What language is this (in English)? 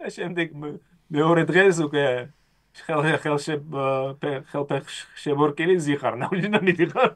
Georgian